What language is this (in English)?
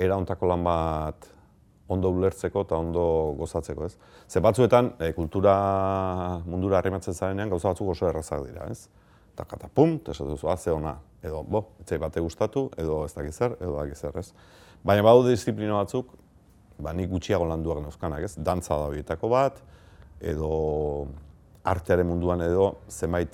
Basque